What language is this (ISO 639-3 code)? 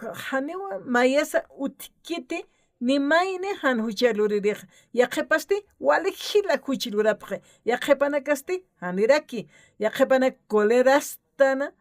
aym